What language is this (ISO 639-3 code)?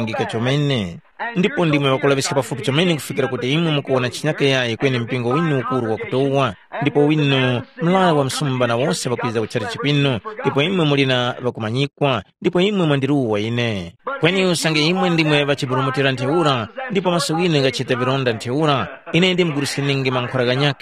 tum